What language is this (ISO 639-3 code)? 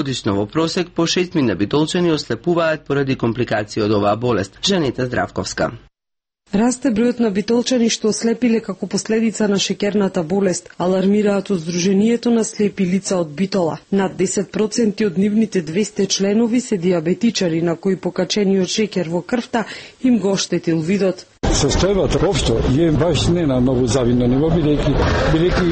mkd